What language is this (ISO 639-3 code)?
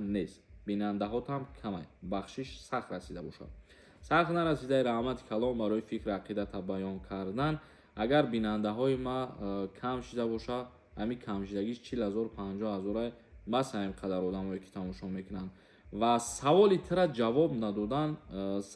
tgk